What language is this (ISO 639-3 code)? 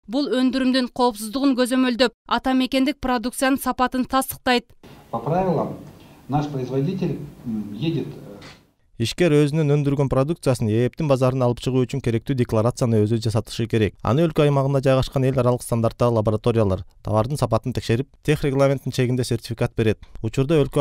kir